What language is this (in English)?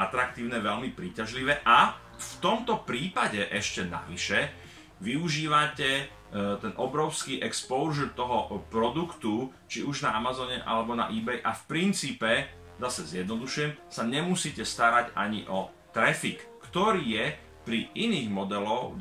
Slovak